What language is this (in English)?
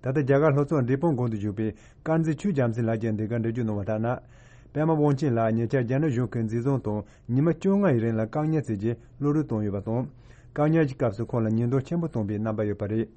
Tibetan